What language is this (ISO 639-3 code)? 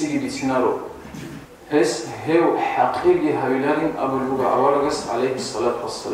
ava